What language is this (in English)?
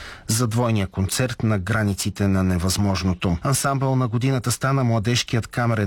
Bulgarian